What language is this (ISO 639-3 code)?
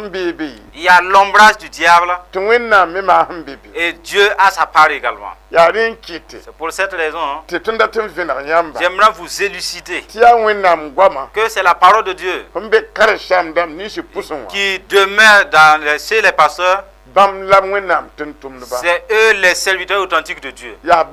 mos